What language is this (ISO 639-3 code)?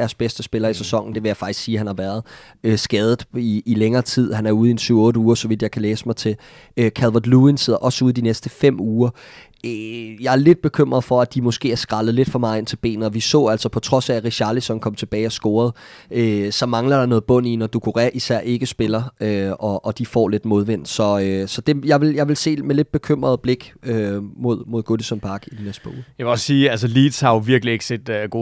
dan